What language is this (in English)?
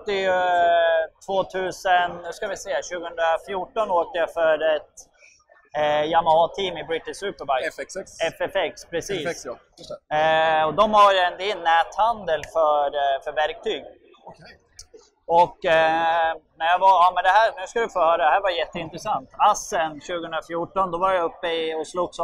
Swedish